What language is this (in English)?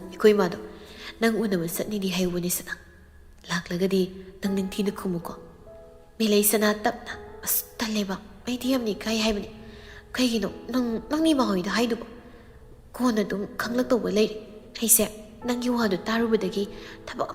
Manipuri